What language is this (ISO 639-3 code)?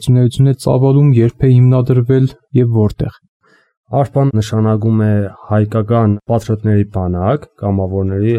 hye